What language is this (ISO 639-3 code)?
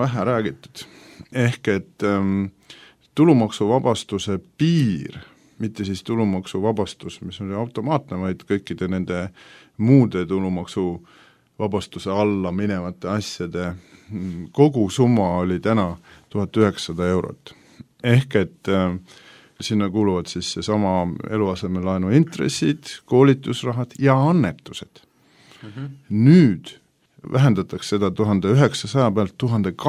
est